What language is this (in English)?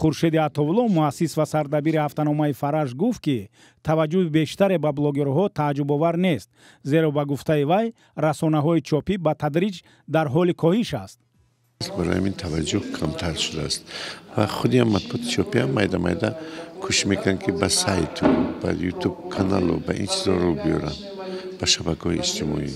Tajik